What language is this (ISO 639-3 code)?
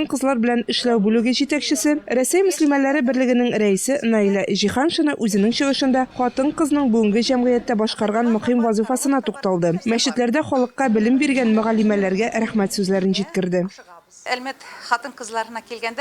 tat